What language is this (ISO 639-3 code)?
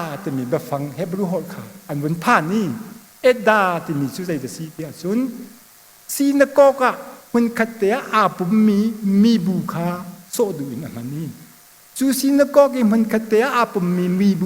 cnh